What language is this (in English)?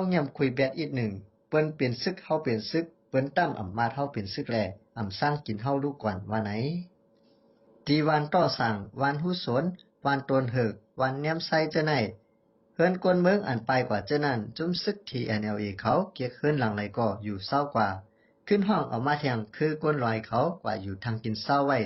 Shan